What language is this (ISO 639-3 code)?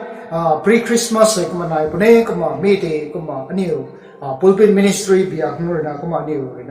nbu